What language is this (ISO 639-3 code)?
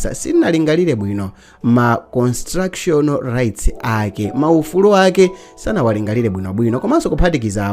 nya